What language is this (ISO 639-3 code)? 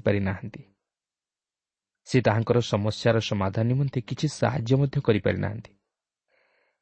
ori